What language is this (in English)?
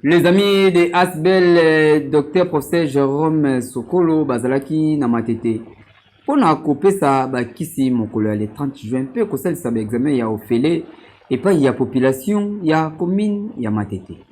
Lingala